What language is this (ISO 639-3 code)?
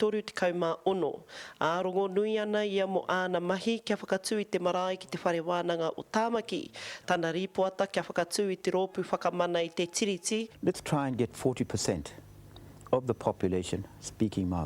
mri